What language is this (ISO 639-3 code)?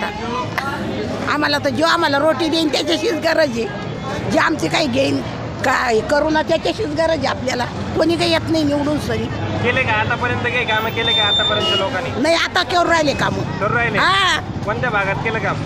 mar